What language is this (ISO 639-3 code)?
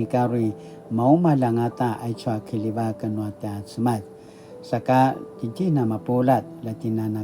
pwn